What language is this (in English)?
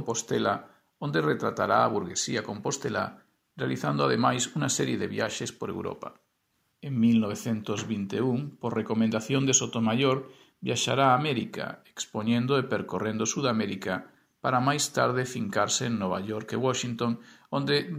Galician